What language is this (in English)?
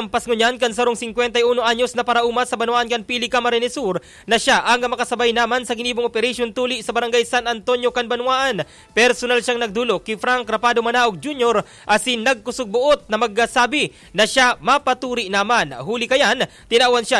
Bikol